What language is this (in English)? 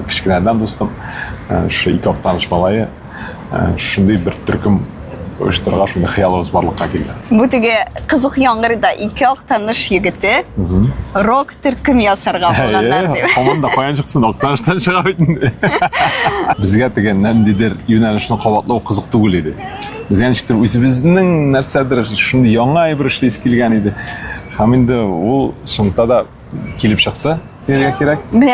Tatar